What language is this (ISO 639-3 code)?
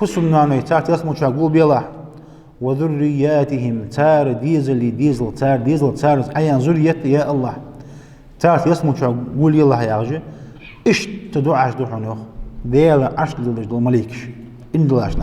inh